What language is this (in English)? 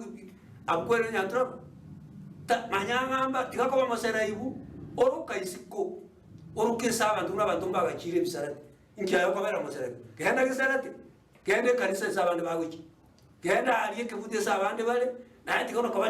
Gusii